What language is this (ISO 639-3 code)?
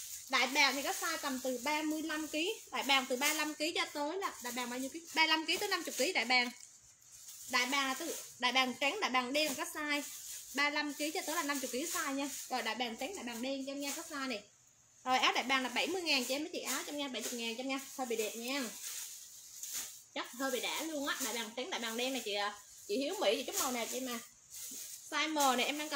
vie